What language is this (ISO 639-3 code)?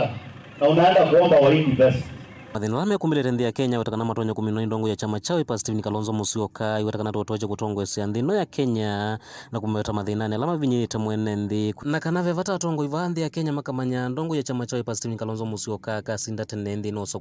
kam